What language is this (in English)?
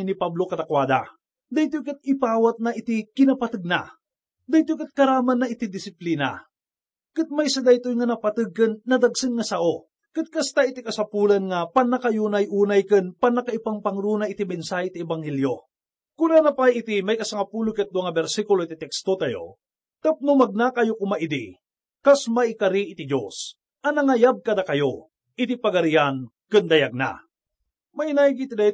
Iloko